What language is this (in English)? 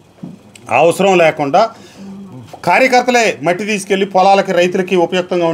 Telugu